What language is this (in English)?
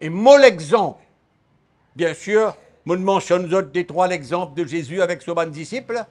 Morisyen